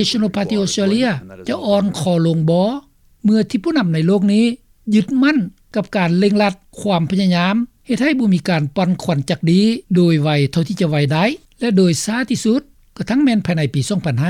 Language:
Lao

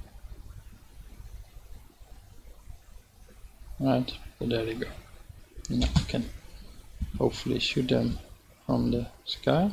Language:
English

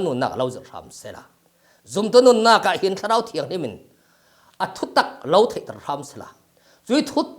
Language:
Falam Chin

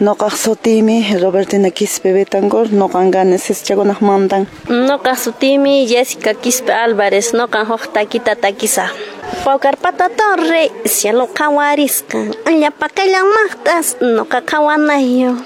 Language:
Quechua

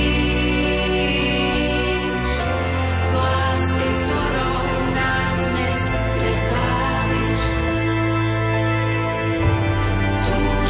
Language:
Slovak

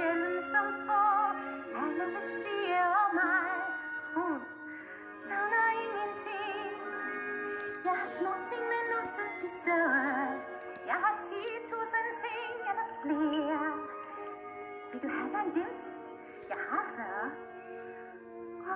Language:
Danish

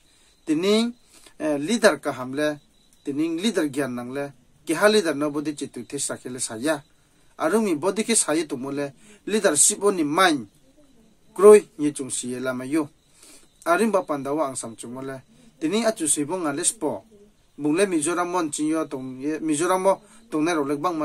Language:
Riang (India)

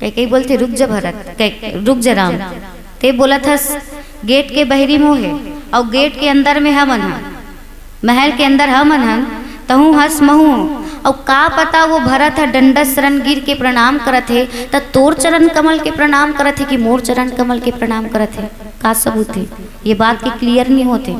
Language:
Chhattisgarhi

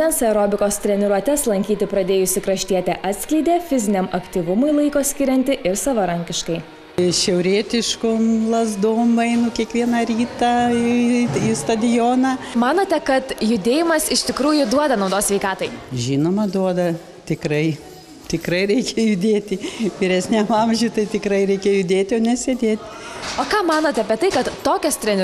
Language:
Lithuanian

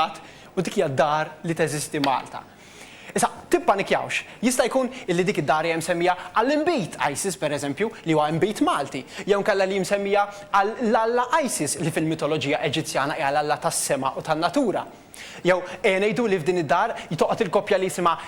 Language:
Maltese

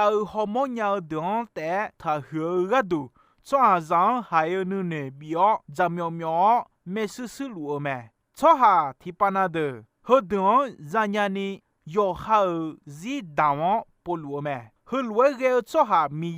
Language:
Akha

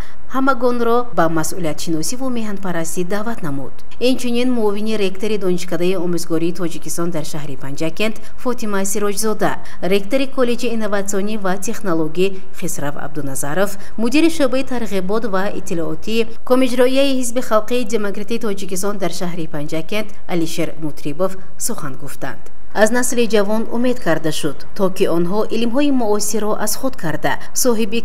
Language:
Tajik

